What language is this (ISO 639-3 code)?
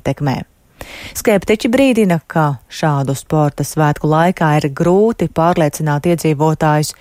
lav